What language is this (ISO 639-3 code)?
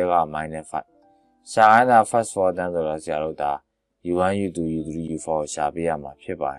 mya